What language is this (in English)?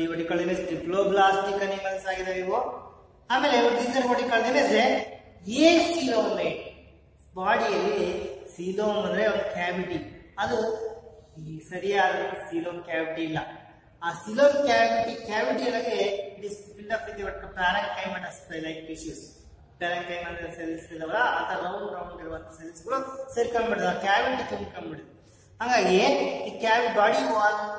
Kannada